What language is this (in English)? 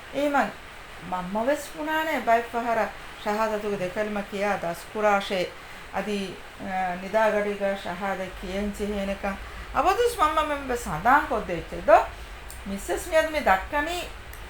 Divehi